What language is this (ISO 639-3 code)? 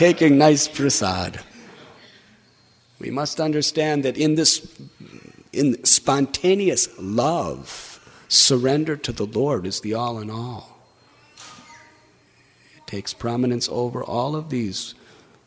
eng